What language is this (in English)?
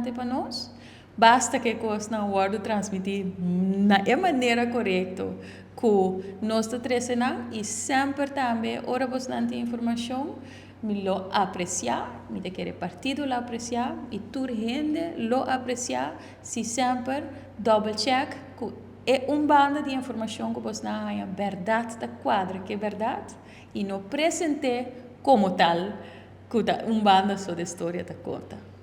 Papiamento